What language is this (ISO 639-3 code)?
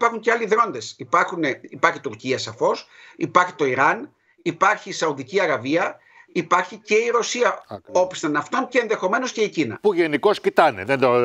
ell